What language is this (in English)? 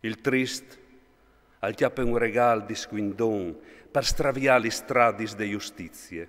Friulian